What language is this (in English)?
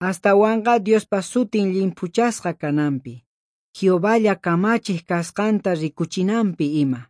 South Bolivian Quechua